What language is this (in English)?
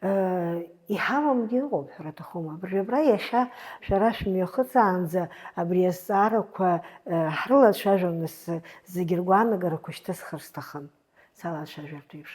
Abkhazian